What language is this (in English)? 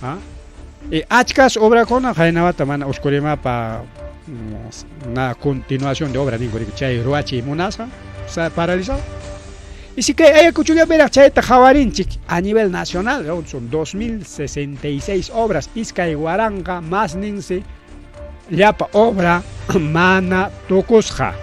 Ayacucho Quechua